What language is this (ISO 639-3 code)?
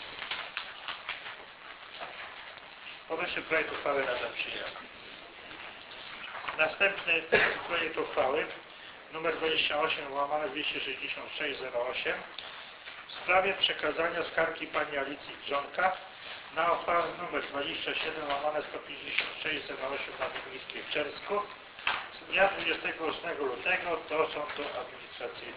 pol